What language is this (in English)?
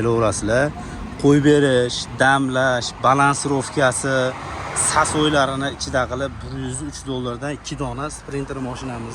Uzbek